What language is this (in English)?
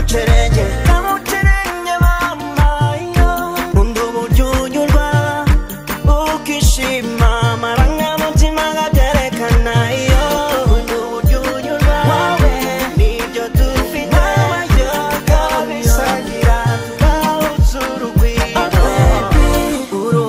Kinyarwanda